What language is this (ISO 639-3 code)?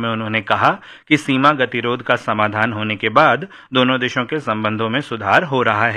hin